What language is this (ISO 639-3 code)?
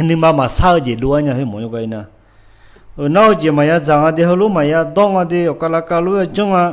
ahk